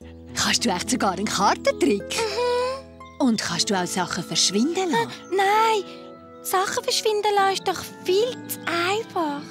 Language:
Swiss German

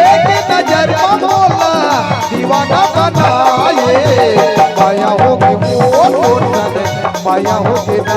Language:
Chhattisgarhi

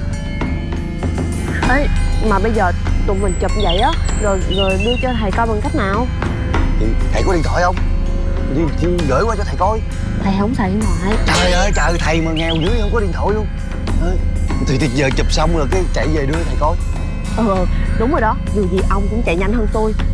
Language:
Vietnamese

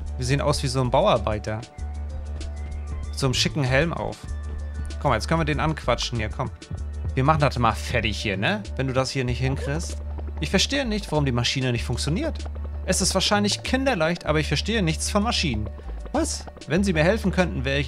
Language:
German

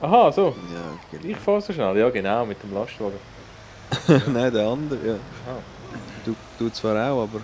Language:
Swiss German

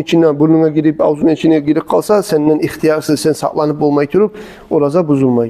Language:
Kumyk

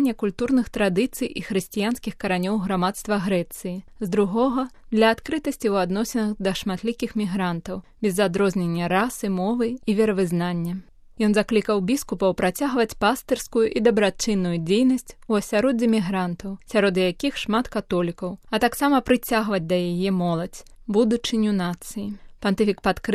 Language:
Belarusian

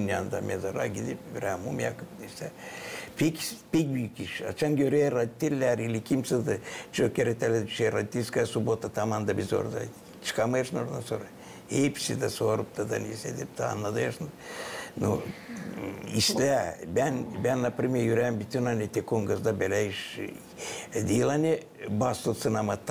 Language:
Gagauz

